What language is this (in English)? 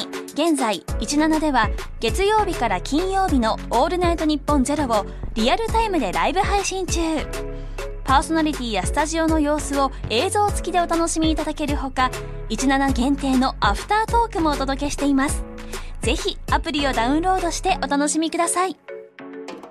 Japanese